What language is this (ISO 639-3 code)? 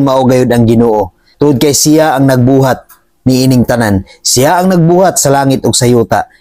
ceb